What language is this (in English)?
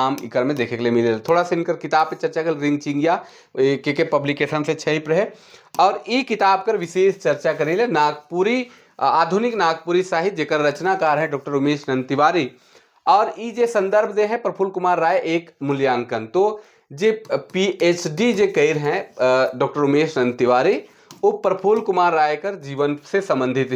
Sadri